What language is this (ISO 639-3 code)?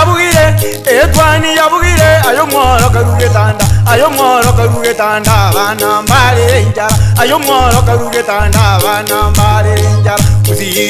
guz